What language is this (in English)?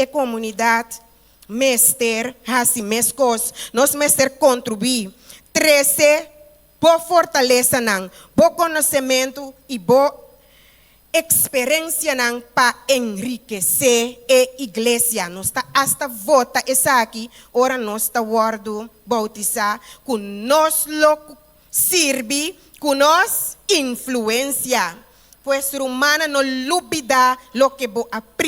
Papiamento